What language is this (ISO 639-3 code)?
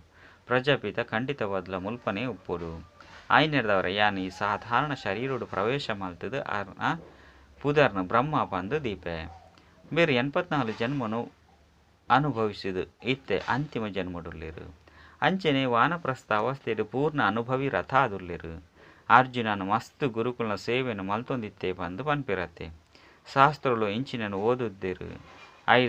tcy